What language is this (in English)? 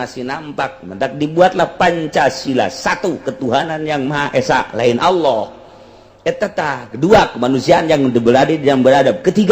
Sundanese